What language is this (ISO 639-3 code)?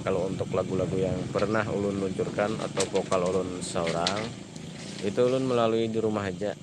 bjn